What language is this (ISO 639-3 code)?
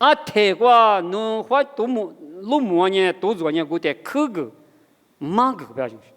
lis